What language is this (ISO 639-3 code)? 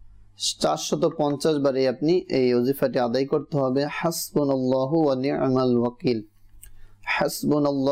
ben